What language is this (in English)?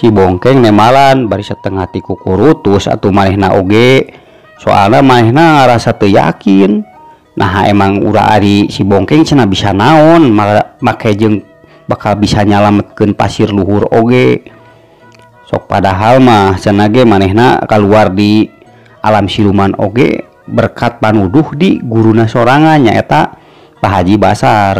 Sundanese